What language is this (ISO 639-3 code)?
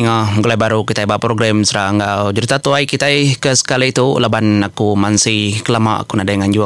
iba